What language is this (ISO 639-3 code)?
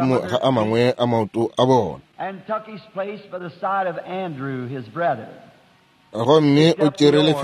nso